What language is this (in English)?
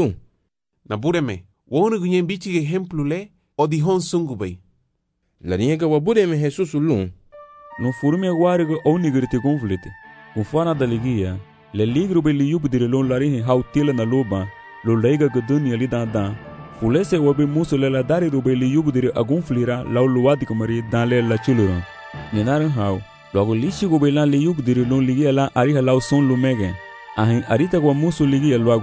Garifuna